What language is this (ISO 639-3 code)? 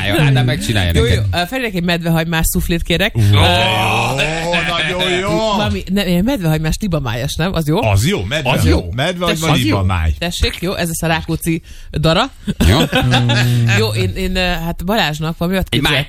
hun